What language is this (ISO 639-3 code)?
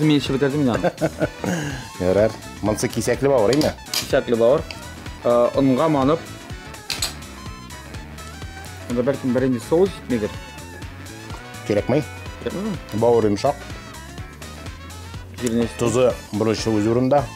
tat